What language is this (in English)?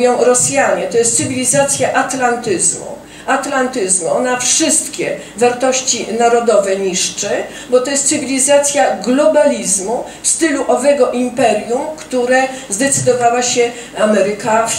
Polish